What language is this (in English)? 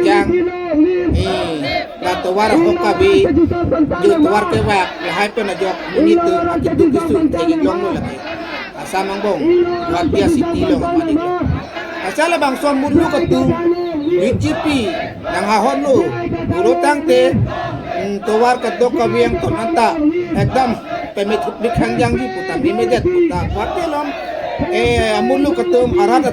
Karbi